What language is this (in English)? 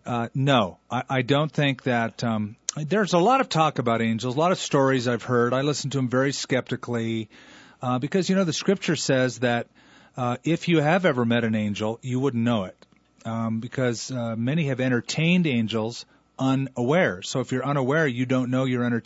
English